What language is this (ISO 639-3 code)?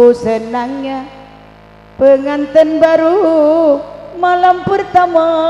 mad